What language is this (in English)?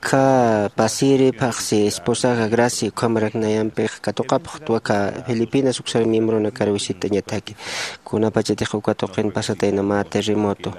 Aymara